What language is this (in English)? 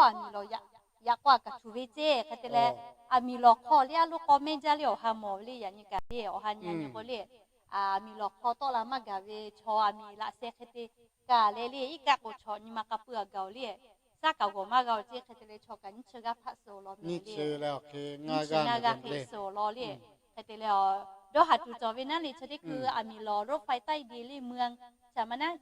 Lahu